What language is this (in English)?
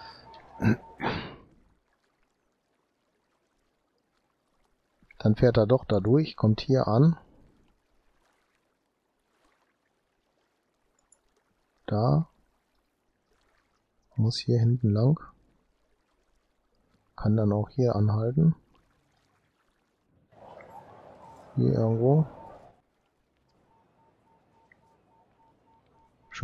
German